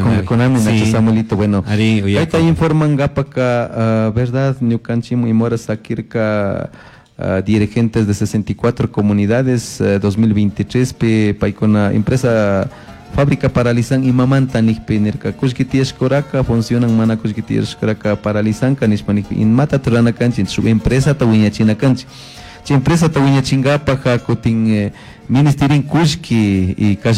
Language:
Chimborazo Highland Quichua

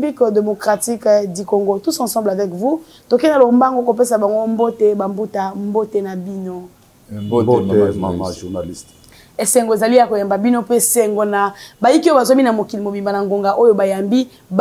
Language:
Lingala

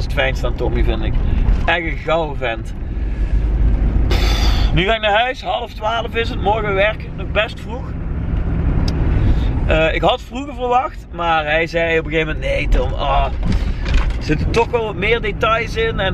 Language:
Dutch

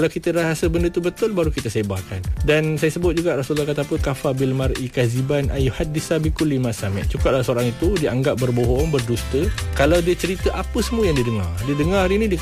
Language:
Malay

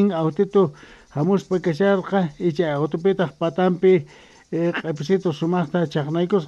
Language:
Quechua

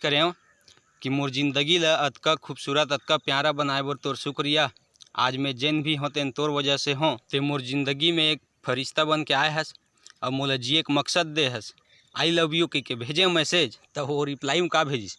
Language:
Chhattisgarhi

